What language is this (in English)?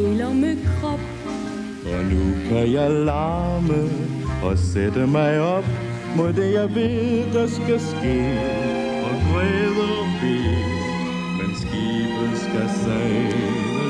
Danish